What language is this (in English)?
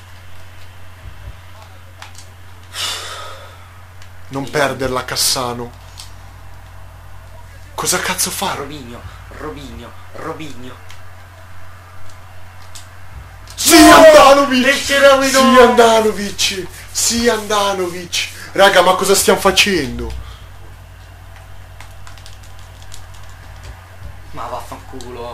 Italian